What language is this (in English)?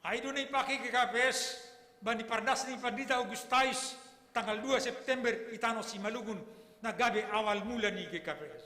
Batak Simalungun